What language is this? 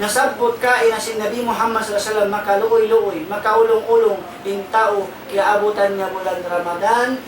Tausug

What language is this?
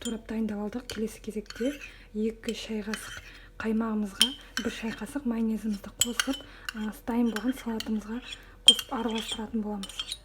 Kazakh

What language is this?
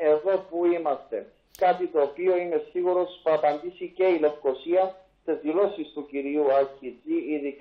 Greek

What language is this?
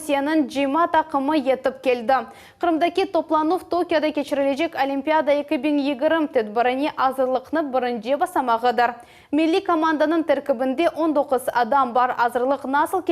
Crimean Tatar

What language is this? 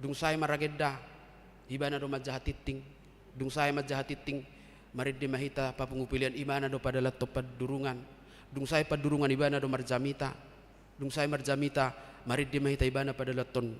Batak Toba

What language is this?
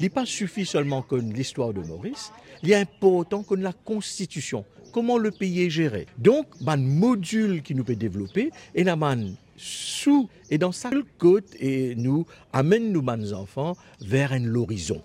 Morisyen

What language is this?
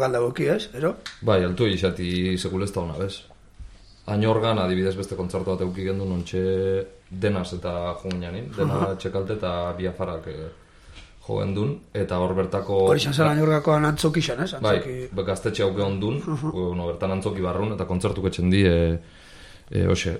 Basque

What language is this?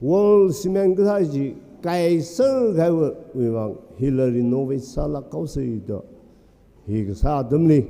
Tangkhul Naga (India)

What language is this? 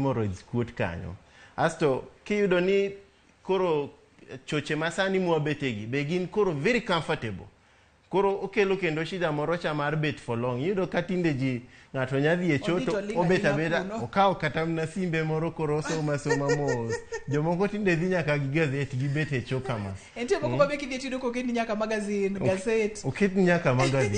Luo (Kenya and Tanzania)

